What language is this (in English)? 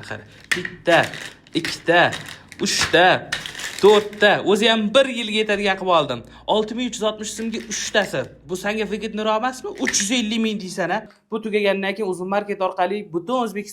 Uzbek